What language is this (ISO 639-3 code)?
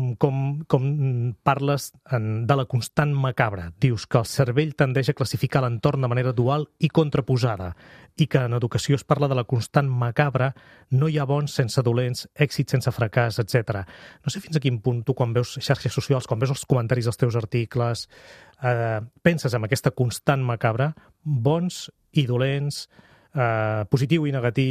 cat